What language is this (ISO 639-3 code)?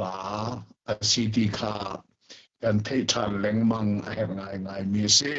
cnh